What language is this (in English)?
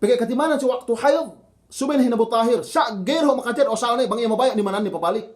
Yakan